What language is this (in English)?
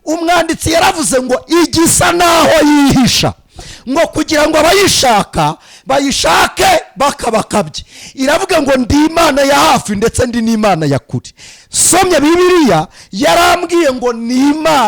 Kinyarwanda